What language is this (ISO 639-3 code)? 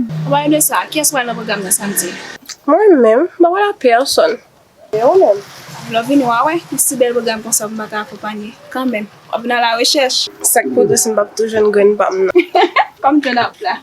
hat